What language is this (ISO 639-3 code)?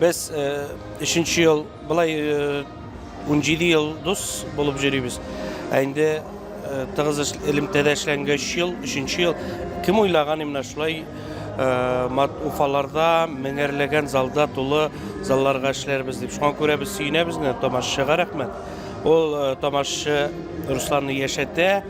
tat